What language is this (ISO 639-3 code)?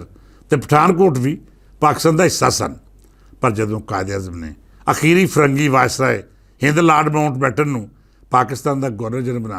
lah